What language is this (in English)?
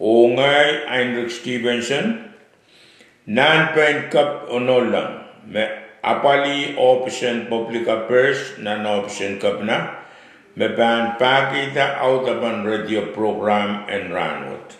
Pohnpeian